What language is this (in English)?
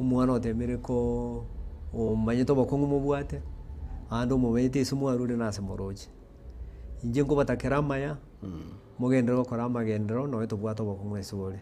Gusii